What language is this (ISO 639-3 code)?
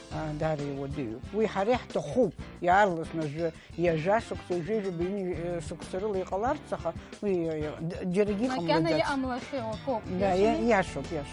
abk